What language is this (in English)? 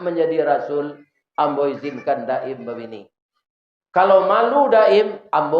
Minangkabau